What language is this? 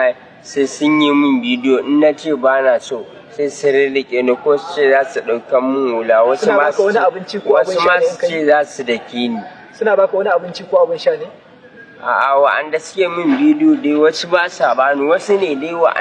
Hausa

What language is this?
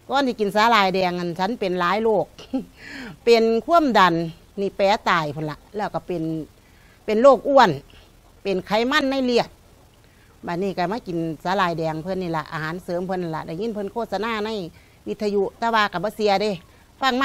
Lao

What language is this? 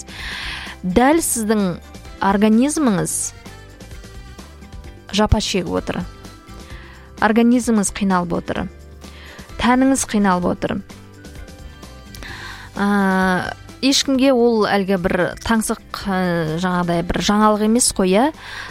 Kazakh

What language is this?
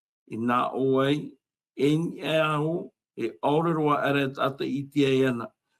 Tahitian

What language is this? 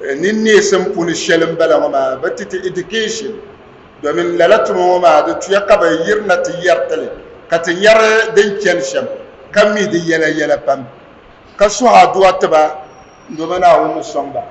Dagbani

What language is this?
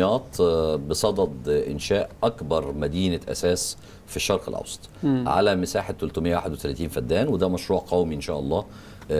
Egyptian Arabic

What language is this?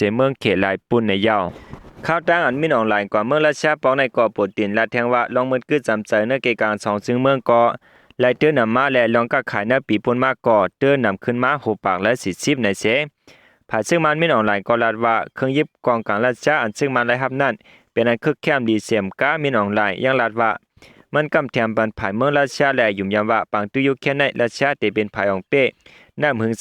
Shan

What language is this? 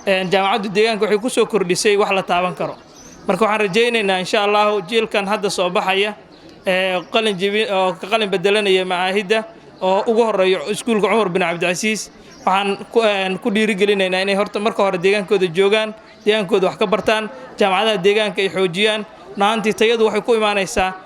Somali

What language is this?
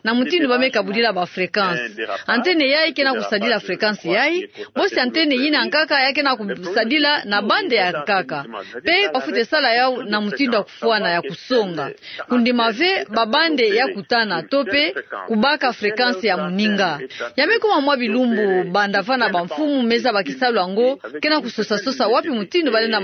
Kituba (Democratic Republic of Congo)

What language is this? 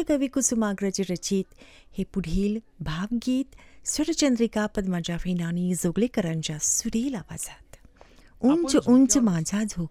Marathi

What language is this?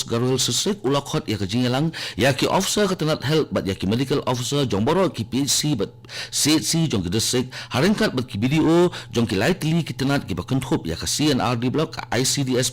Khasi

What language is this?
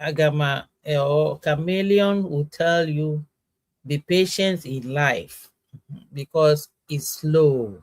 Ewe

